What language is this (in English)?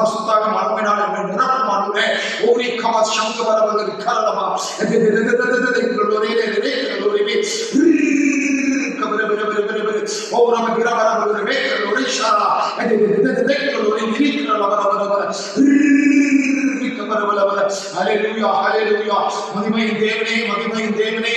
Tamil